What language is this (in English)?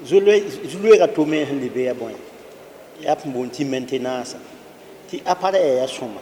Mossi